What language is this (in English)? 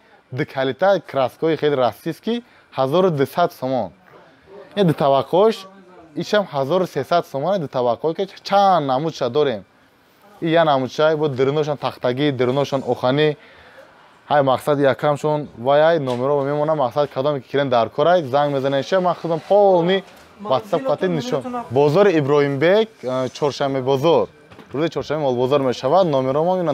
Tajik